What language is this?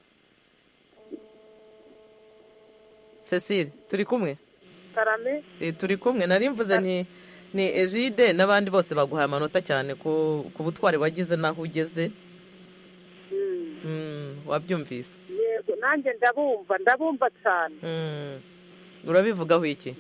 Kinyarwanda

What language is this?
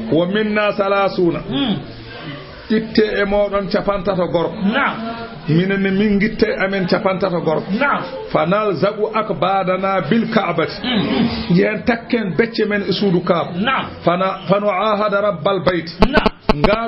Fula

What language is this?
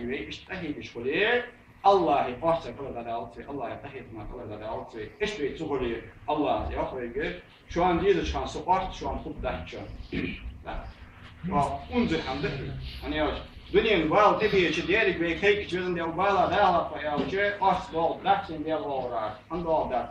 Ingush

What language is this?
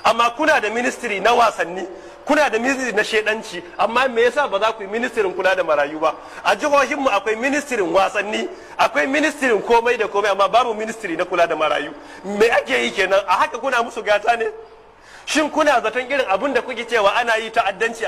Hausa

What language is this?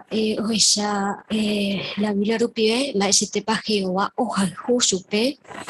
Guarani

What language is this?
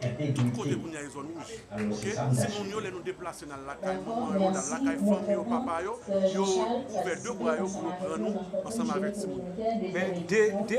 Haitian Creole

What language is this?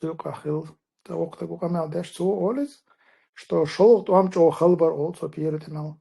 Chechen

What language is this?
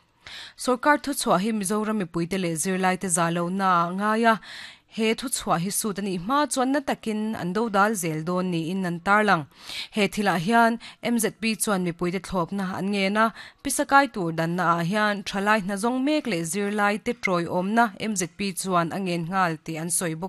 Mizo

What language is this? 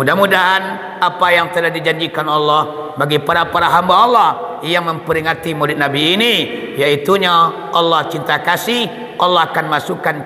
Minangkabau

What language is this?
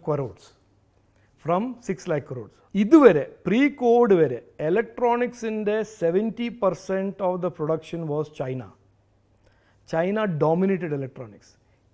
Malayalam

